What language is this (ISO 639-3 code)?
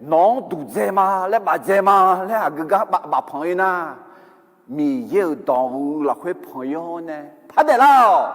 ahk